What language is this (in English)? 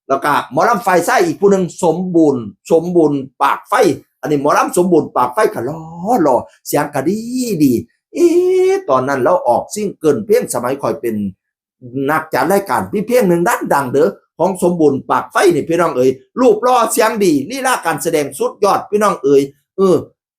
Northeastern Thai